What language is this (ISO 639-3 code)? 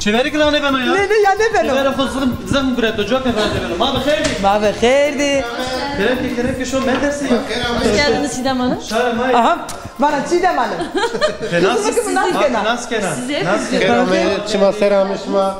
zza